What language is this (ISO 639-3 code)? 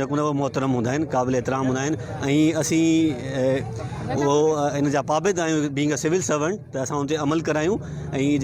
snd